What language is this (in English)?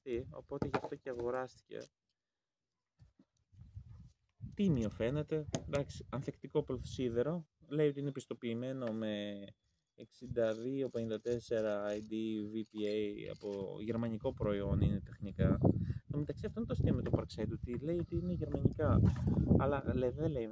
Greek